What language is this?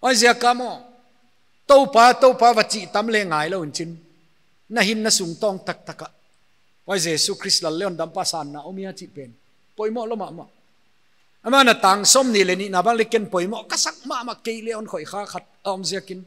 Paite Chin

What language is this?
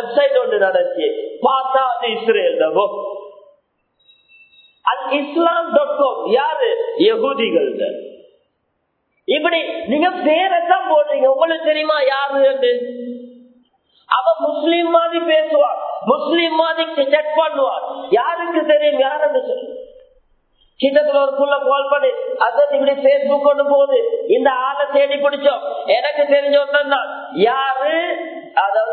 Tamil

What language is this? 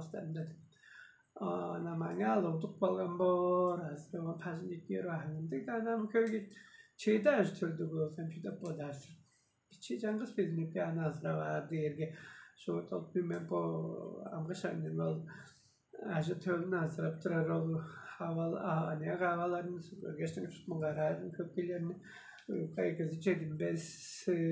Tuvinian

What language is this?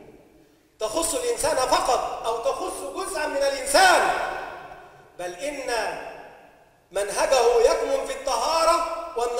Arabic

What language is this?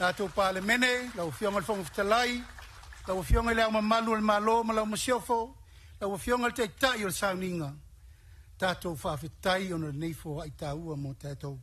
Samoan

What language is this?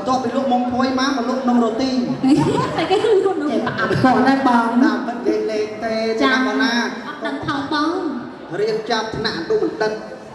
Khmer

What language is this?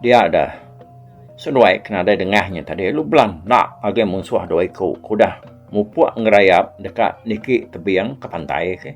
Iban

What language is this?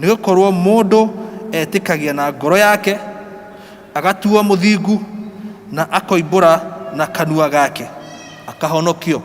Kikuyu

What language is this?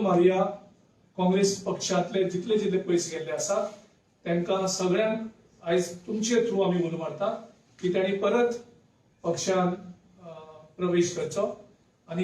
Konkani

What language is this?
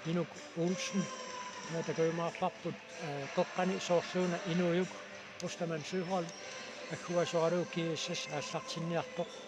Kalaallisut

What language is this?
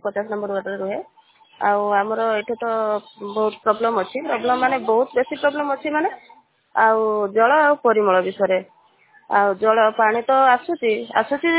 Odia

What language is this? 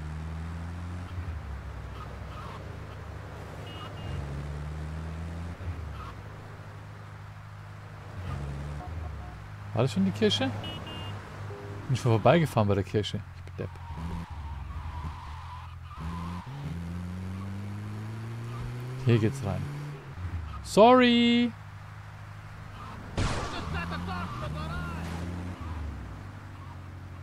German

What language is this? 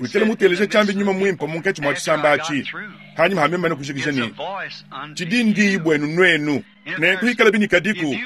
Luba-Lulua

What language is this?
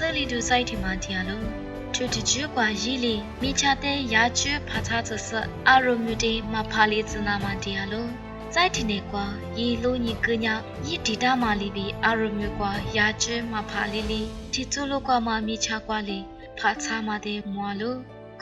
Lisu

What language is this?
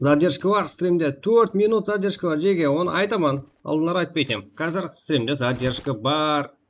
Kara-Kalpak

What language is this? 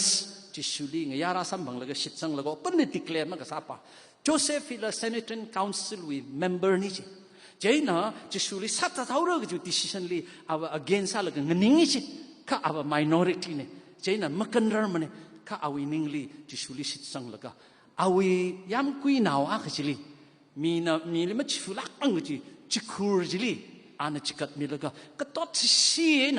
Tangkhul Naga (India)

